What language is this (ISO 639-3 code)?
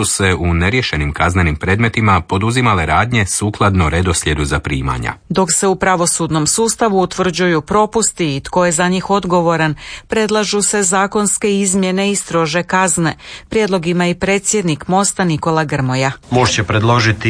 hrv